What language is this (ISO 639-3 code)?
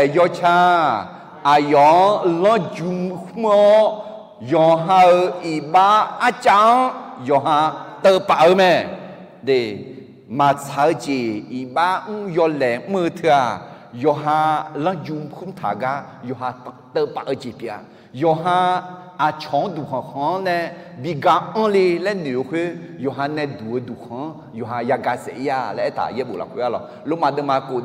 ahk